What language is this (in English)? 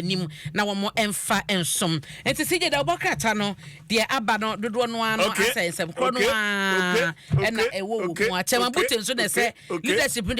Akan